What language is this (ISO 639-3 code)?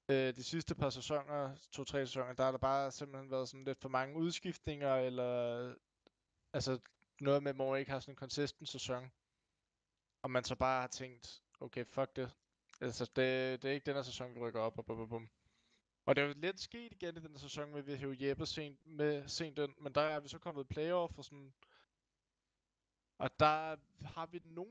dan